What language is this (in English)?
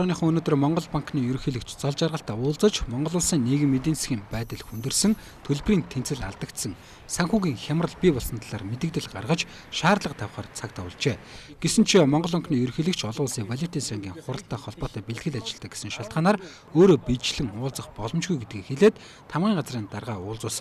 Mongolian